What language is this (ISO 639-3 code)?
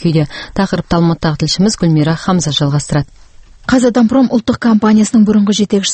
kaz